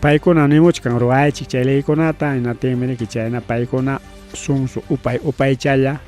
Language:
Ayacucho Quechua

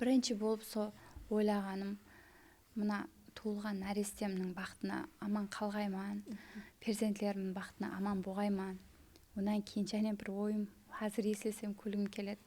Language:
Kara-Kalpak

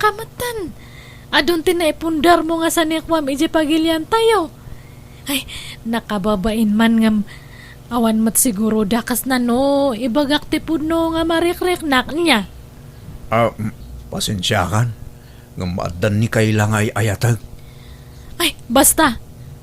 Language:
Iloko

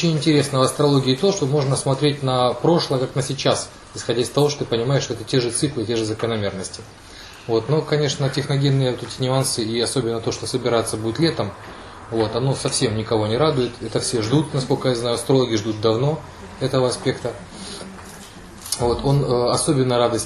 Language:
Russian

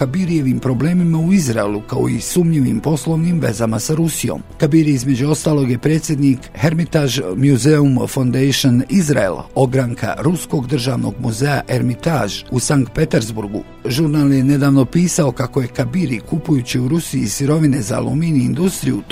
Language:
Bosnian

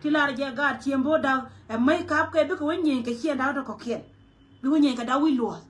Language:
Nuer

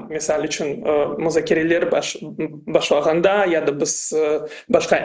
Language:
Crimean Tatar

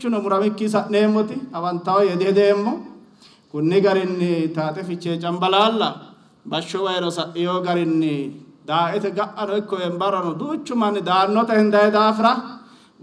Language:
Sidamo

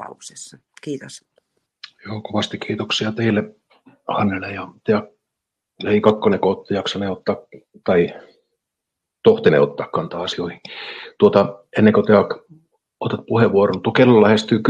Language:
Finnish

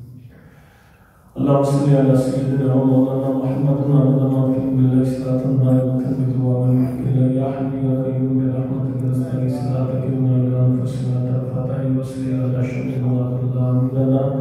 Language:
Urdu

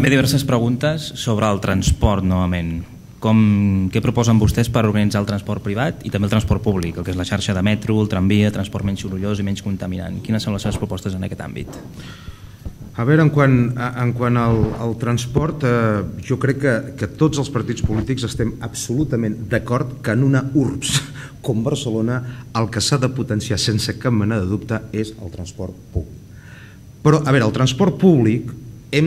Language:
Catalan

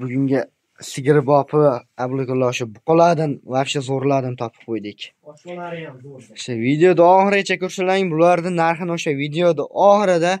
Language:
Uzbek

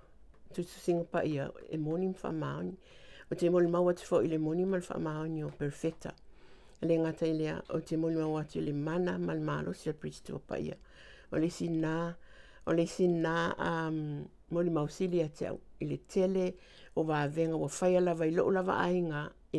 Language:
Samoan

